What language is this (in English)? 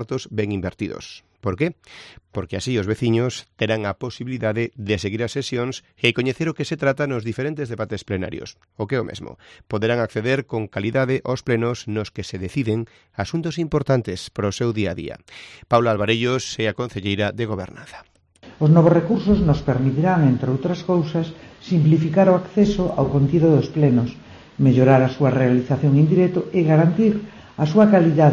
Galician